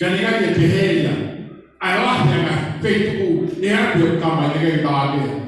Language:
Tongan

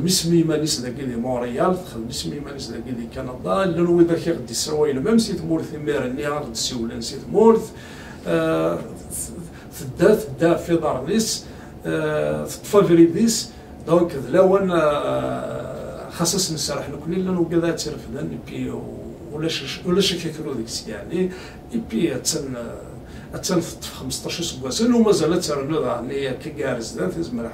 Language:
Kabyle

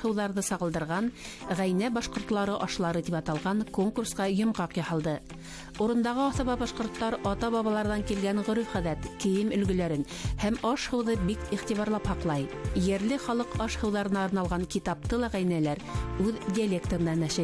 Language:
Bashkir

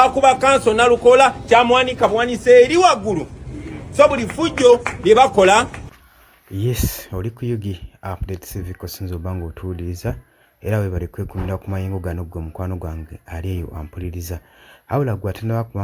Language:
Ganda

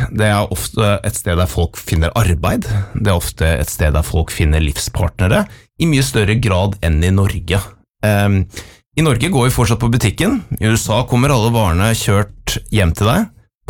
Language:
Norwegian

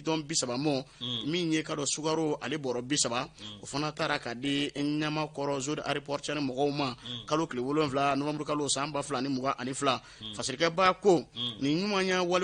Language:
Bambara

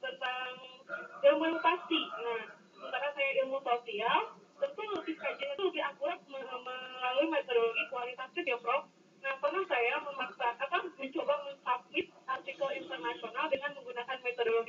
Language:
Indonesian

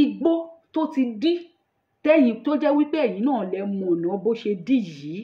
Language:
Yoruba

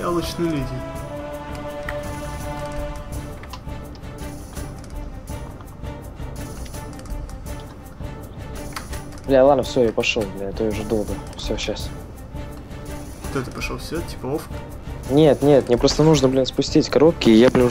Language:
Russian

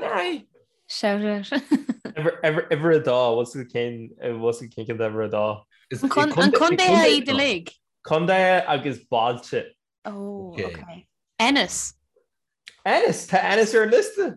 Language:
Irish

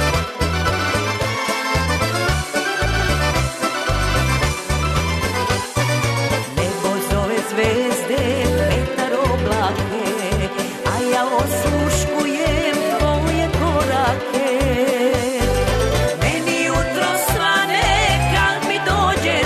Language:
Serbian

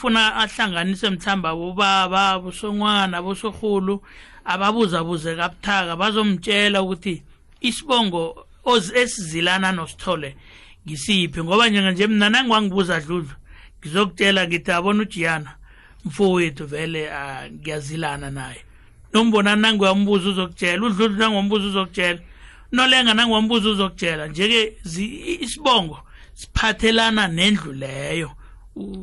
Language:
South Ndebele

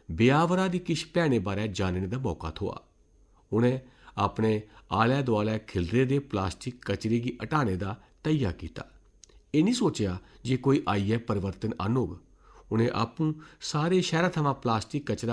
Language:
Dogri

